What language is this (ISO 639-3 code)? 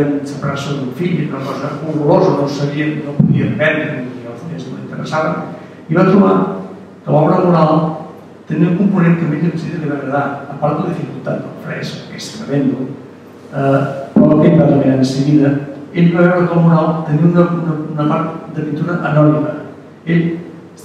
cat